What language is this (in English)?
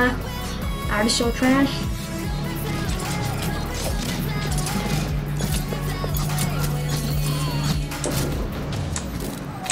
Norwegian